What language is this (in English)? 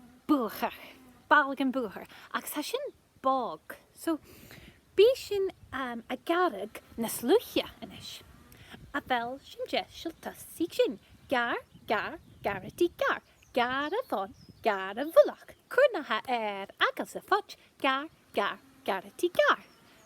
Scottish Gaelic